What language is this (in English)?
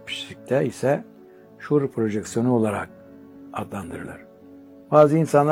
Turkish